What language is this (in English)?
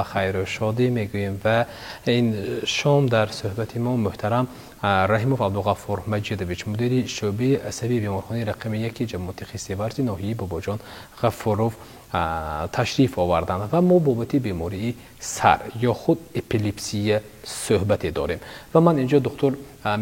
Tajik